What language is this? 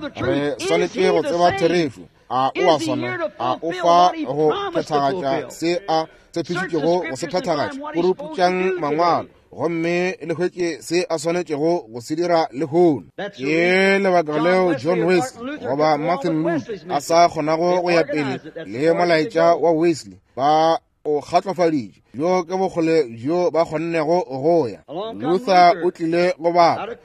Northern Sotho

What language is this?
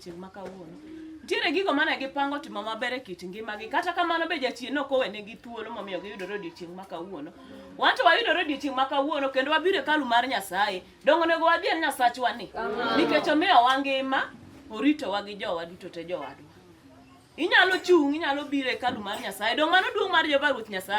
Luo (Kenya and Tanzania)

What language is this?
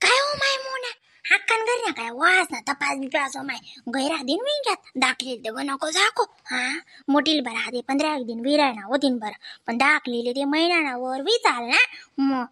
Khandesi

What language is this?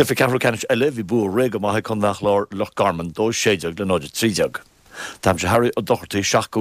Irish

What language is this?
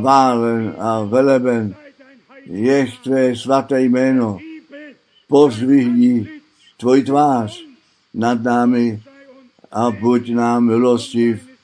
Czech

